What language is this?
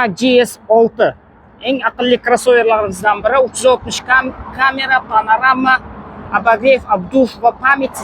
Uzbek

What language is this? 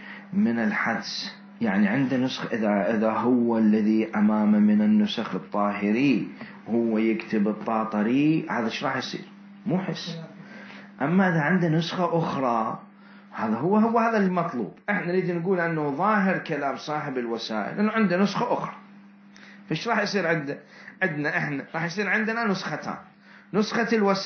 Mesopotamian Arabic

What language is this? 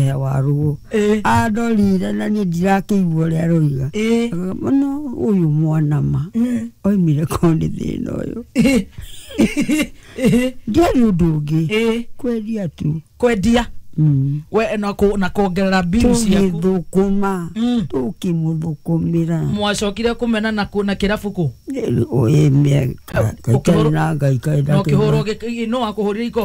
Kikuyu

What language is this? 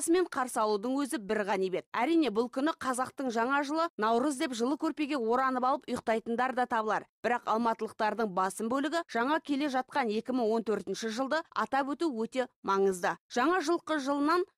Kazakh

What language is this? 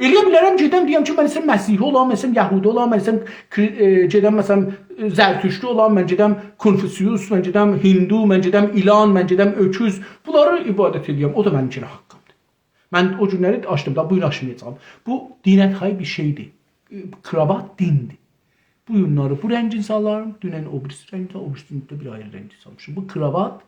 South Azerbaijani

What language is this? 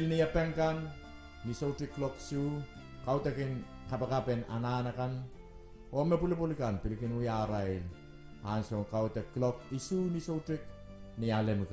Pohnpeian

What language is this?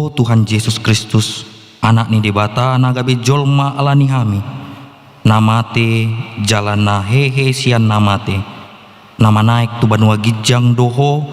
Batak Toba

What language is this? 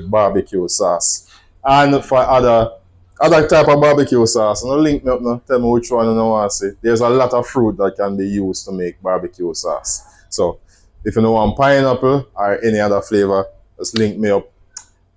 Jamaican Creole English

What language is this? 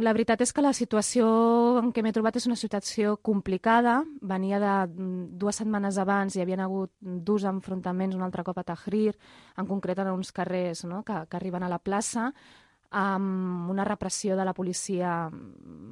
Catalan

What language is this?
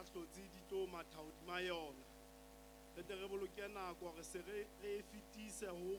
Southern Sotho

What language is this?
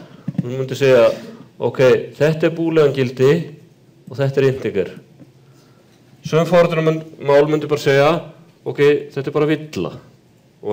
Icelandic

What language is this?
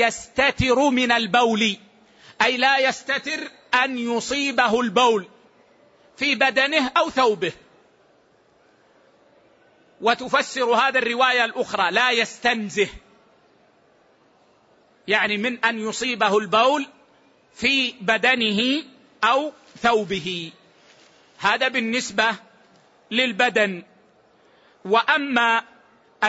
Arabic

